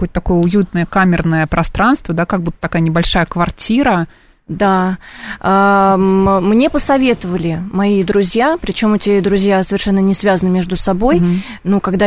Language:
Russian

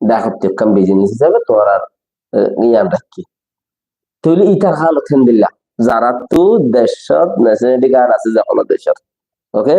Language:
Rohingya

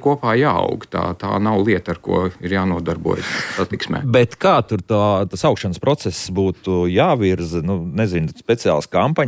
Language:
Latvian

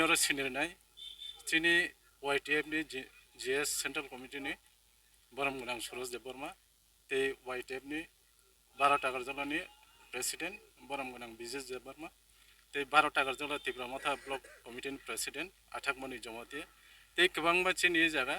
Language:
Kok Borok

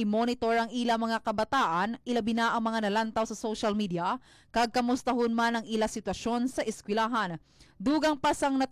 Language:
Hiligaynon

